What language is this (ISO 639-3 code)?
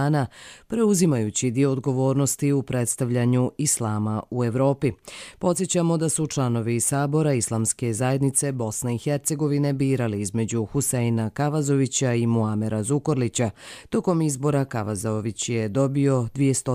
srp